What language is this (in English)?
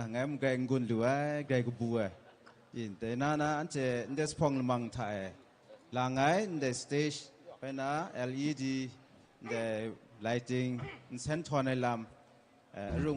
Kachin